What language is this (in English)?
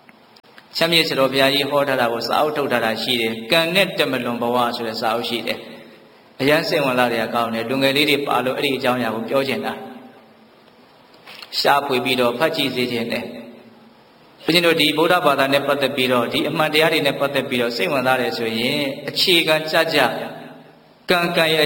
Burmese